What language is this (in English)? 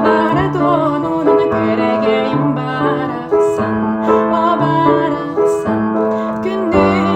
Yakut